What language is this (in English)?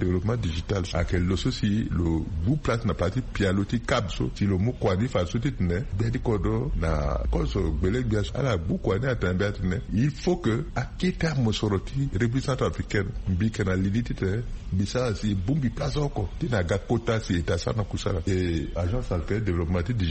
Sango